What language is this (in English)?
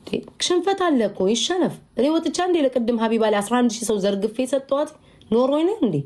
Amharic